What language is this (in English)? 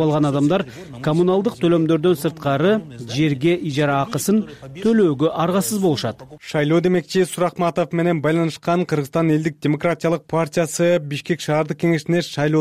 Kyrgyz